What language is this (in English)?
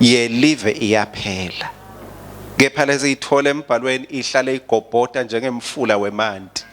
Swati